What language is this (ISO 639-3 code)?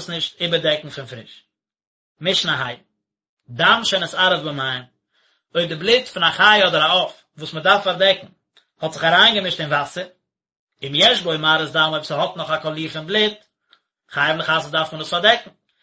yid